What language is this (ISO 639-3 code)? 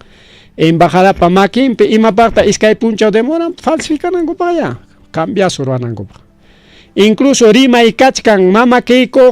quy